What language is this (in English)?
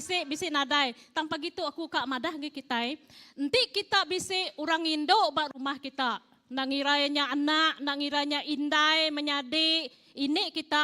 Iban